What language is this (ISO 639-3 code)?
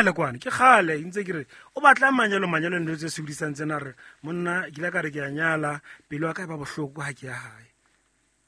sot